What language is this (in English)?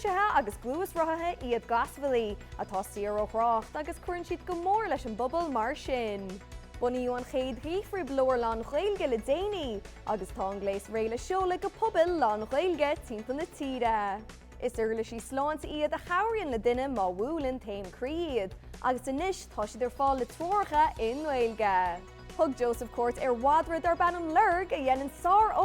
Irish